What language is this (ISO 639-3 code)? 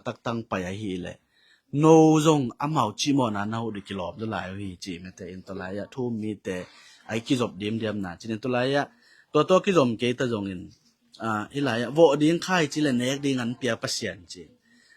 ctd